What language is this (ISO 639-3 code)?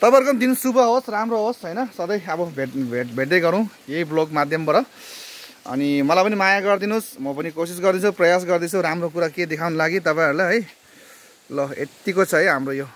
nep